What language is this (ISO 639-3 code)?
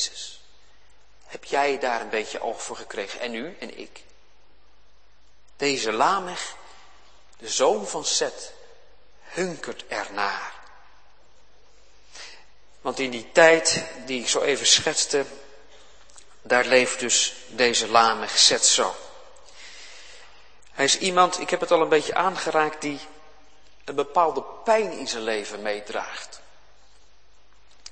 nld